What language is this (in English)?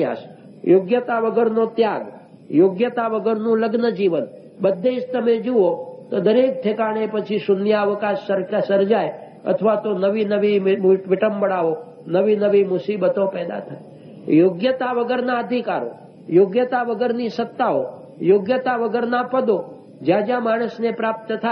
Gujarati